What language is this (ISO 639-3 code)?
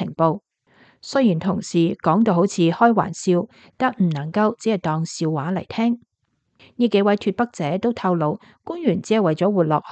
yue